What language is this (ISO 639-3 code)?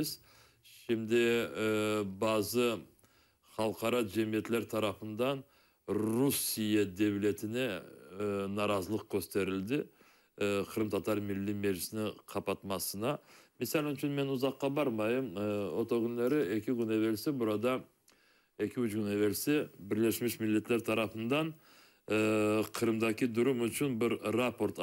crh